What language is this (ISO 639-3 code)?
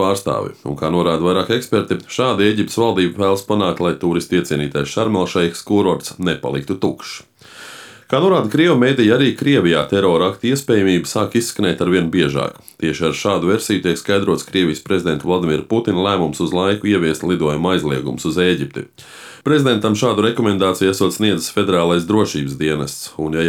lav